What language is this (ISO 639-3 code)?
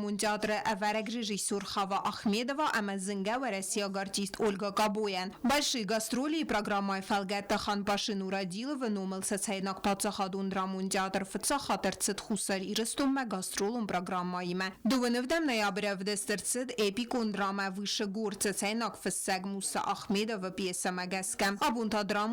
oss